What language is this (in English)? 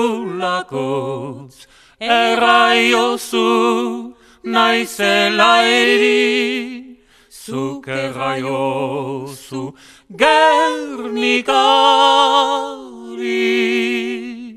Basque